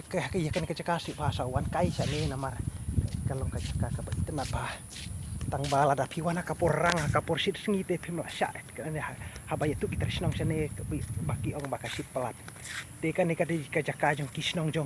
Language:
Khasi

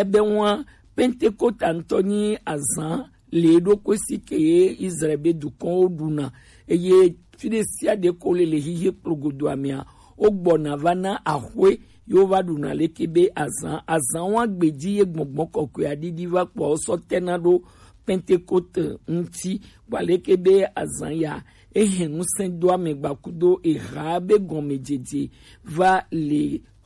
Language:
Gen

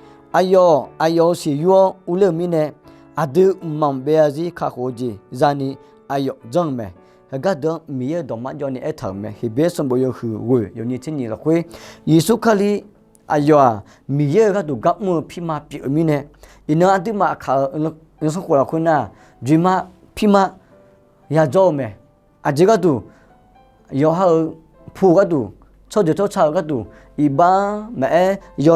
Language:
Akha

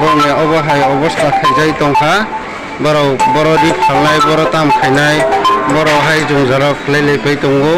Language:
Riang (India)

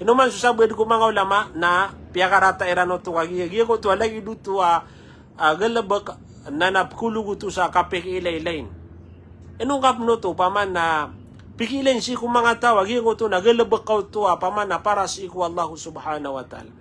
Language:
Maranao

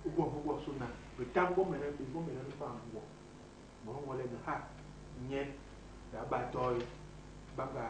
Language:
Basaa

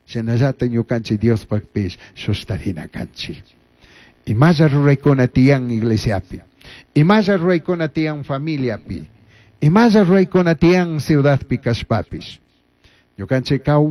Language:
Chimborazo Highland Quichua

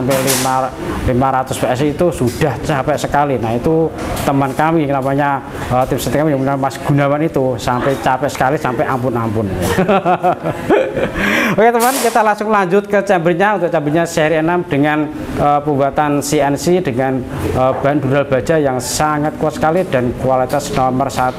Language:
Indonesian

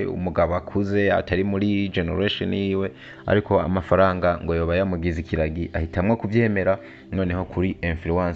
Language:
Rundi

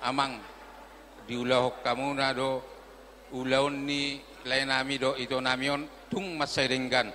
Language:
Batak Toba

